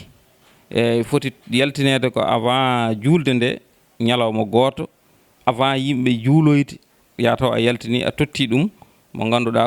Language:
Fula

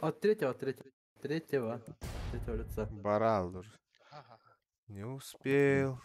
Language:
Yakut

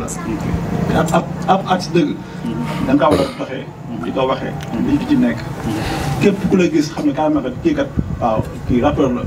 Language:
Wolof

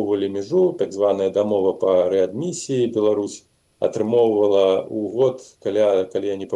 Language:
Belarusian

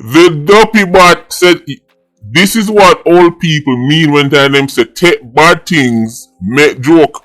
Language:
Jamaican Creole English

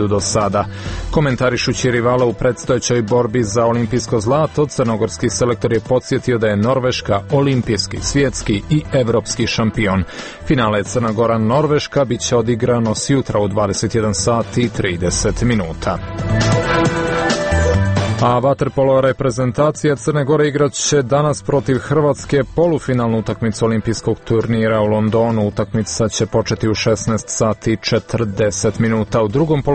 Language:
Serbian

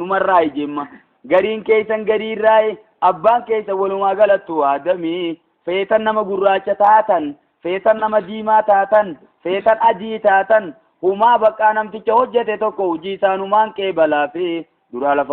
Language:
Oromo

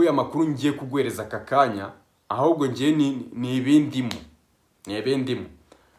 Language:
Kinyarwanda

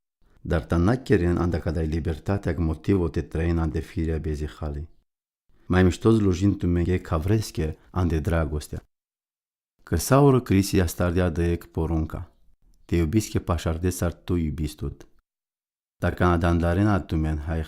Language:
Romany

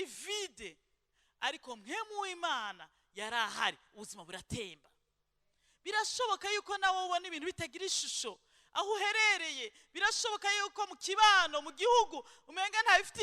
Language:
Rundi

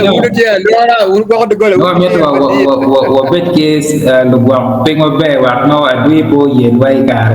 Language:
Acoli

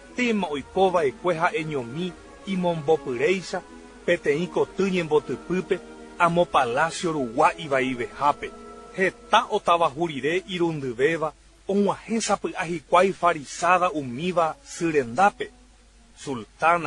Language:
Guarani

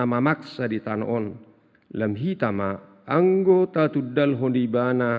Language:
Batak Toba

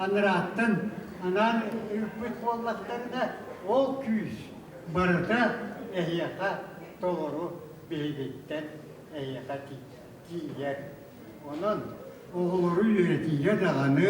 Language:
Yakut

